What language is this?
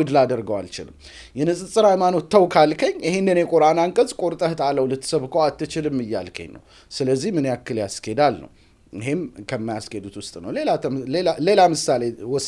Amharic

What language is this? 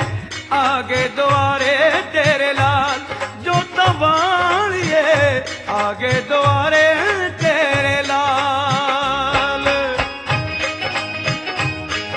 Punjabi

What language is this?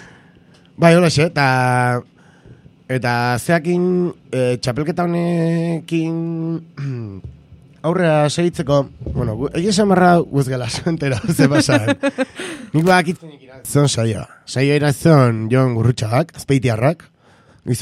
Basque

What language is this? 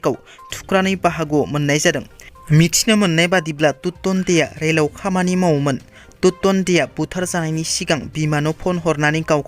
Bodo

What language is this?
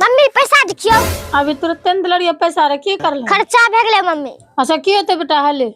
Angika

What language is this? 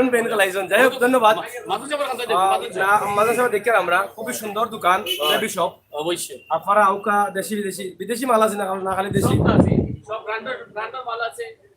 Sylheti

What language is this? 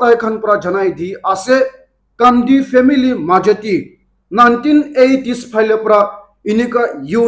Naga Pidgin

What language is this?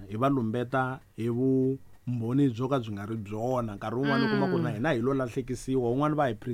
Tsonga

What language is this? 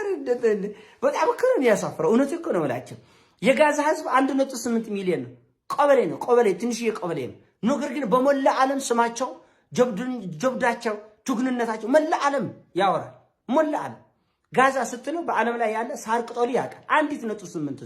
Amharic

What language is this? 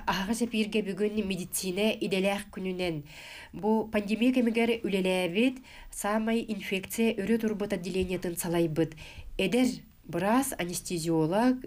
Yakut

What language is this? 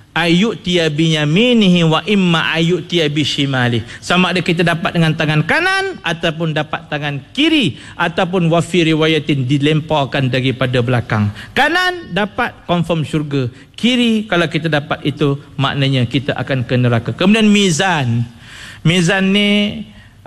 Malay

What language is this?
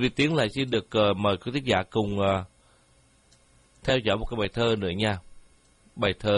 Vietnamese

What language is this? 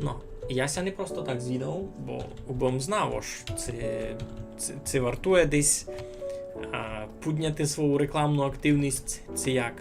Rusyn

